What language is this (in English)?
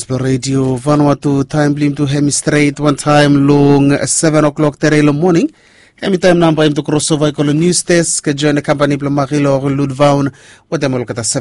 Bislama